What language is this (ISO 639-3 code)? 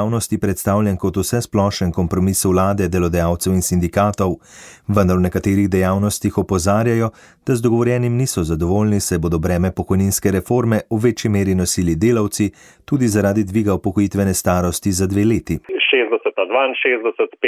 slv